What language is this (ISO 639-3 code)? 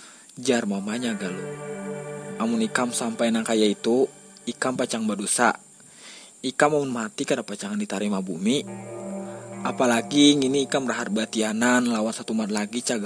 bjn